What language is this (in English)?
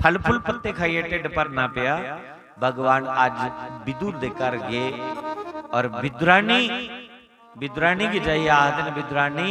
Dogri